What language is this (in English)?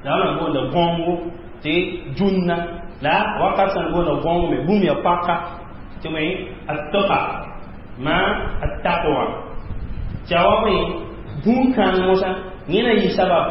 Mossi